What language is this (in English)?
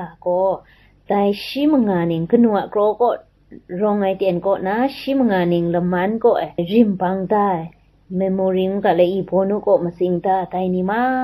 Kachin